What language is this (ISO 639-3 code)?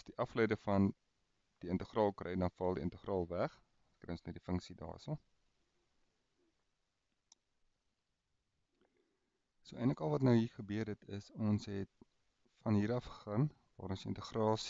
afr